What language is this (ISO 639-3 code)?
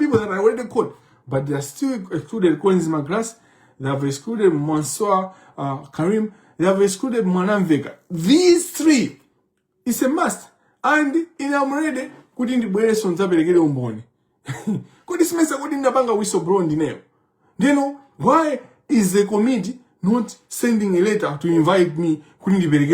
nya